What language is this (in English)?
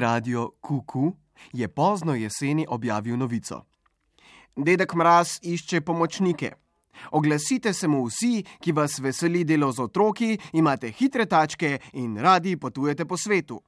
Slovenian